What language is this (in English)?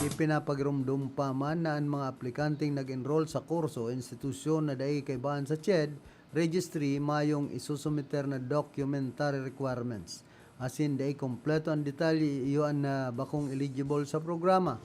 Bikol